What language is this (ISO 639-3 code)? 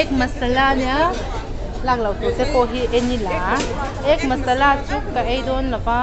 lus